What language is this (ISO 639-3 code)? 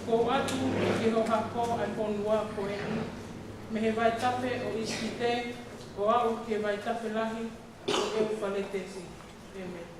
ton